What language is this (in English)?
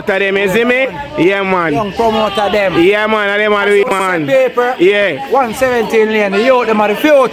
Jamaican Creole English